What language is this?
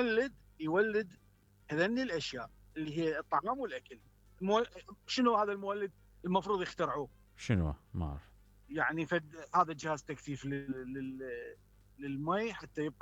Mesopotamian Arabic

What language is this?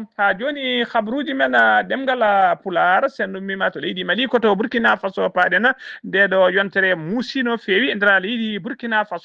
Fula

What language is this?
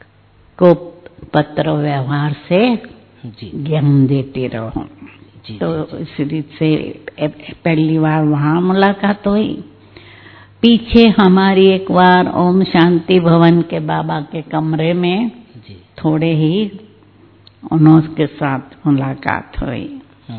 Hindi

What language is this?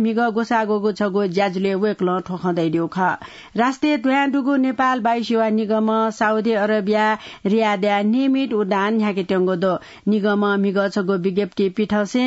Newari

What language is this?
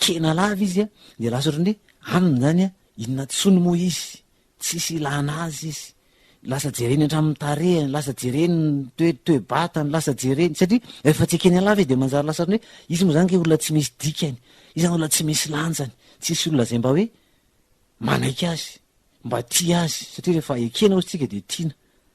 Malagasy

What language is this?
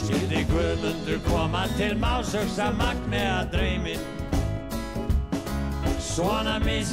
Icelandic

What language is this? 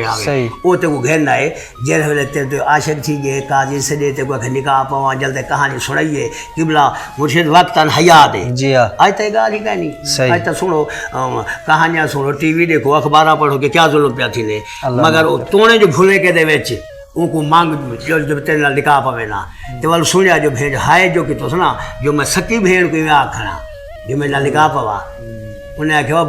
Saraiki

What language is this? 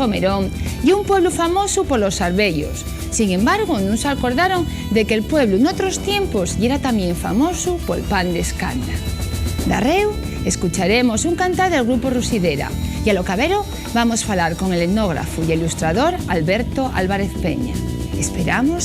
Asturian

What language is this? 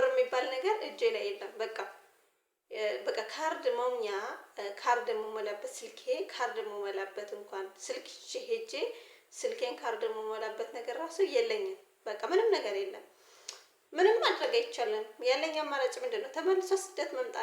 Amharic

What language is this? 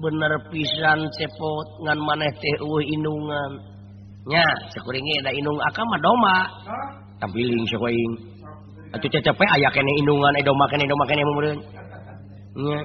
Sundanese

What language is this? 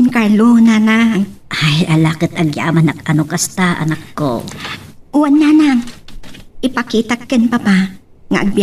Iloko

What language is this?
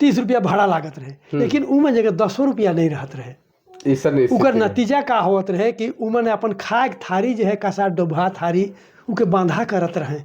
Sadri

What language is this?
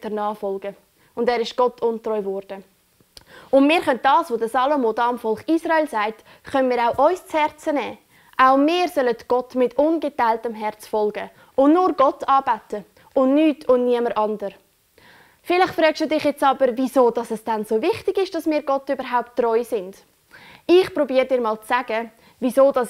Swiss German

